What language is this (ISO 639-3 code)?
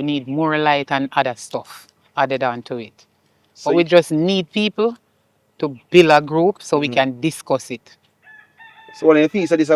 jam